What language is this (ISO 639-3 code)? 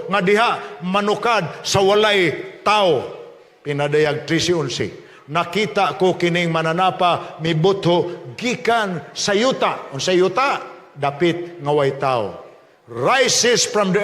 ceb